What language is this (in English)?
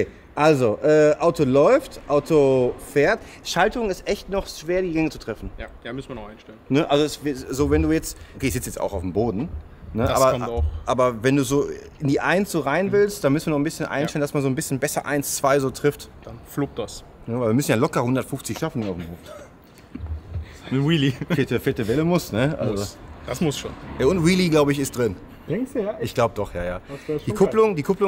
German